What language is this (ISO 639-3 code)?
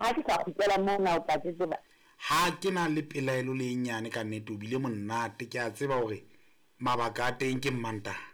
sot